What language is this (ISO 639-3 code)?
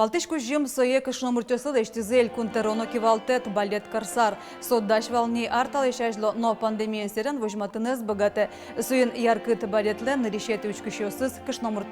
udm